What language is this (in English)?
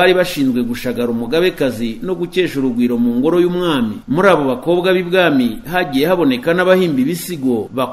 Kinyarwanda